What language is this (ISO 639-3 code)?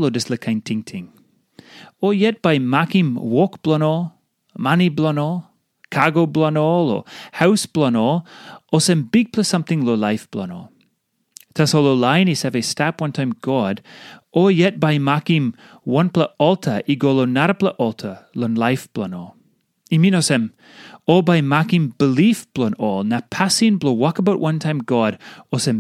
tpi